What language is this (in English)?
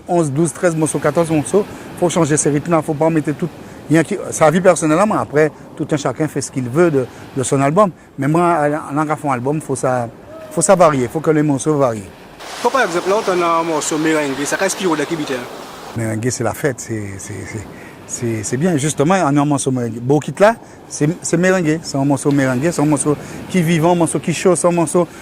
Guadeloupean Creole French